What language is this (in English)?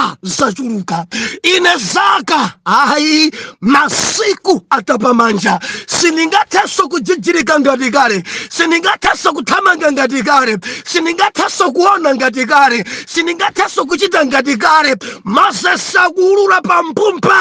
Nyanja